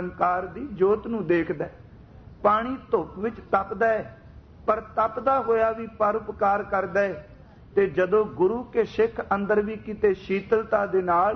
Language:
Punjabi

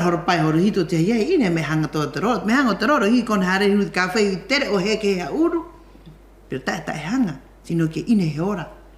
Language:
Rapanui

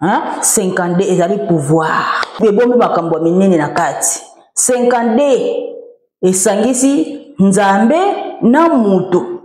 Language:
Lingala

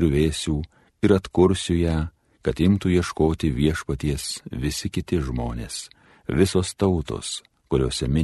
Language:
Lithuanian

